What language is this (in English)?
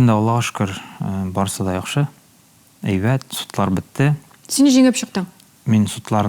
Tatar